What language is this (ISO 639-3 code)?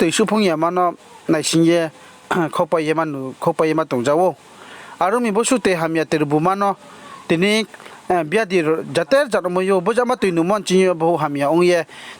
ria